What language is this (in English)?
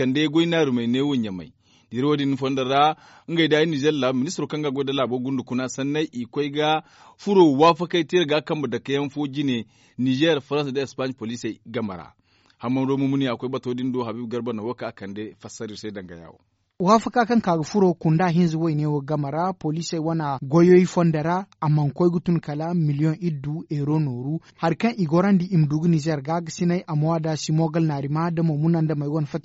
Zarma